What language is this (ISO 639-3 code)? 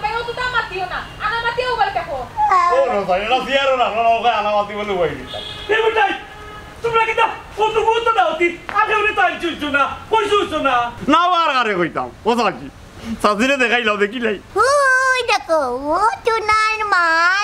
syl